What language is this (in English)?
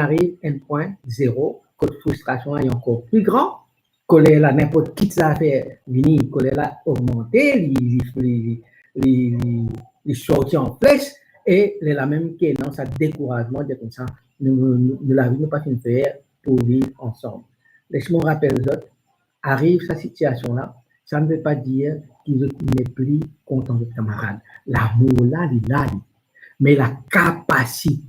Morisyen